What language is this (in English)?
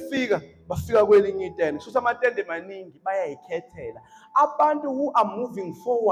Zulu